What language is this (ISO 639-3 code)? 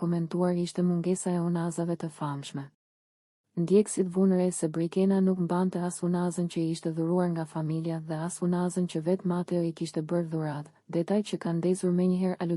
sqi